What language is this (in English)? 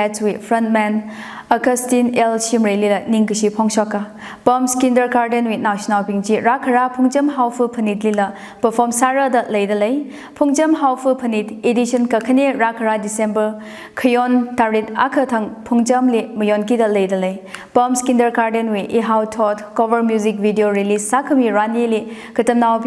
Tangkhul Naga (India)